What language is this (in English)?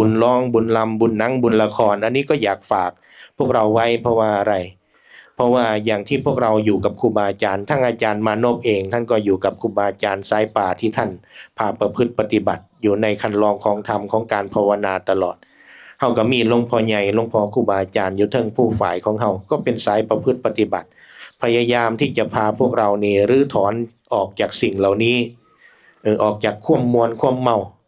Northeastern Thai